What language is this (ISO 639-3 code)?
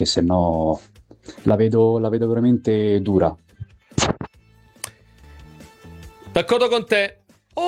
ita